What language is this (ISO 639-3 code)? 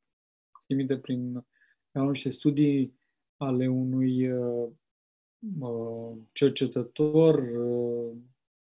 ron